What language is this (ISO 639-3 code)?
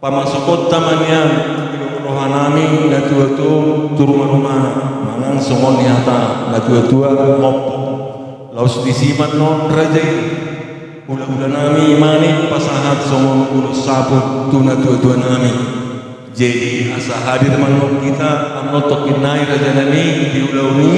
bbc